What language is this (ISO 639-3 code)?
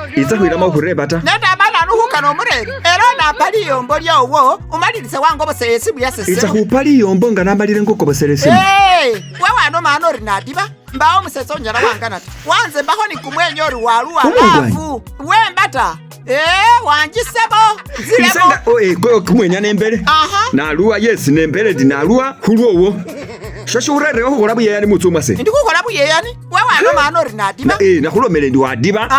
myx